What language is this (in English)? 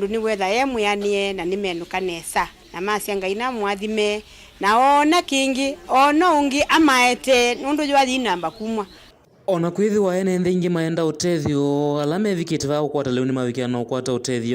Kamba